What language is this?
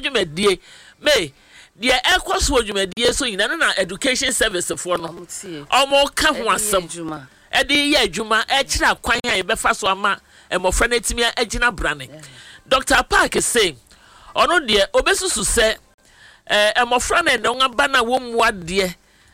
Akan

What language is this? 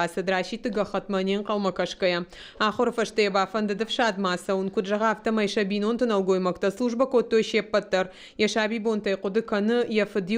Ossetic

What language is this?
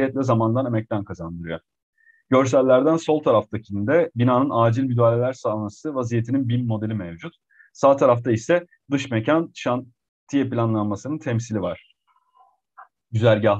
Turkish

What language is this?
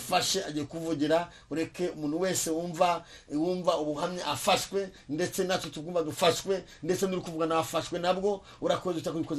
Kinyarwanda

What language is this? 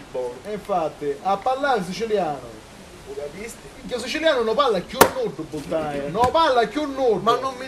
Sicilian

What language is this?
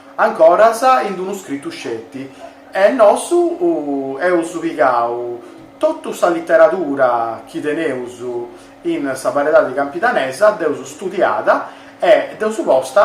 Sardinian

